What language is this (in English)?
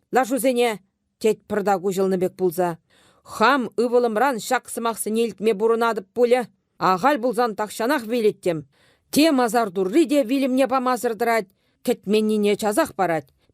Chuvash